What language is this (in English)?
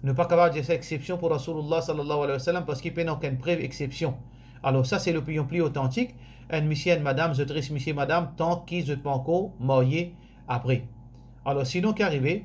Morisyen